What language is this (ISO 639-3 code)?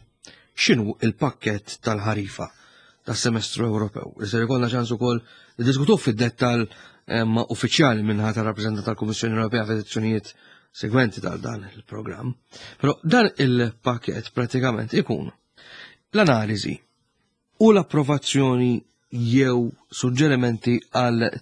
mlt